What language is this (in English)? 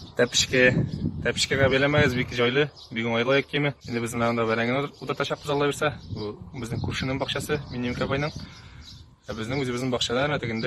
Tatar